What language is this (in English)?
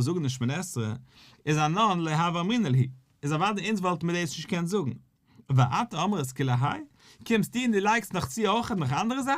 Yiddish